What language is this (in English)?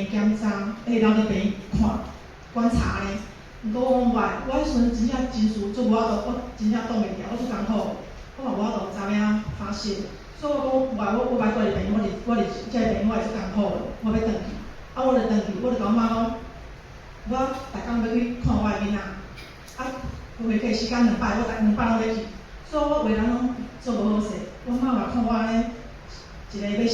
Min Nan Chinese